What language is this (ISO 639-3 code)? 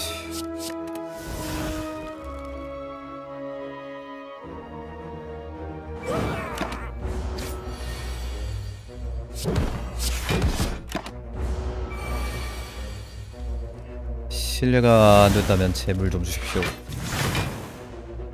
kor